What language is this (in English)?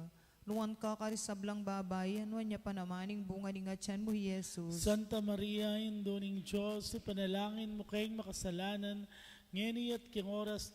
Pampanga